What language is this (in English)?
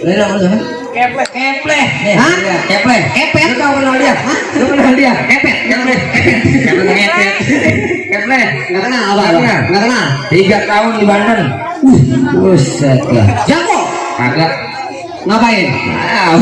Betawi